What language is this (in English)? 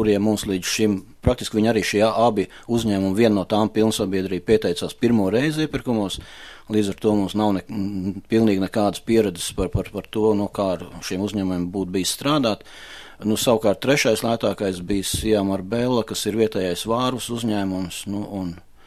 Latvian